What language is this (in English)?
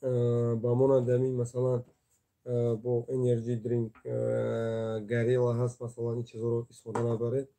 Tajik